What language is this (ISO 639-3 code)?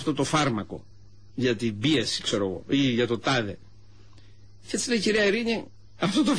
ell